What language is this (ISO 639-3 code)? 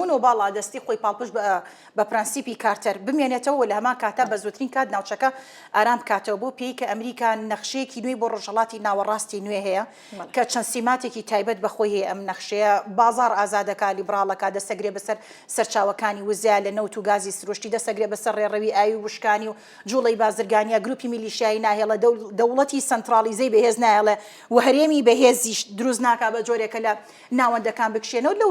ckb